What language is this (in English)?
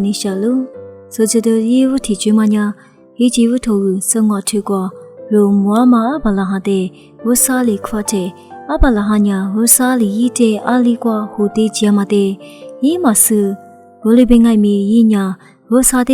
Lisu